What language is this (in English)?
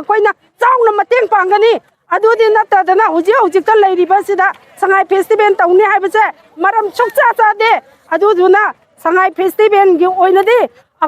Manipuri